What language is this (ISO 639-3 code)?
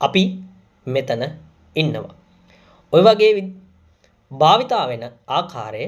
sin